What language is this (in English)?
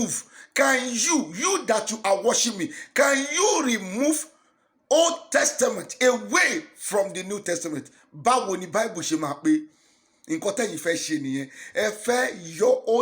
Yoruba